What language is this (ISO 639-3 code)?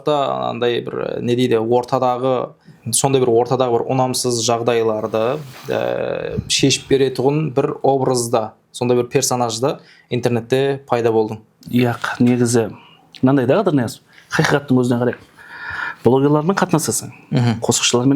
kaa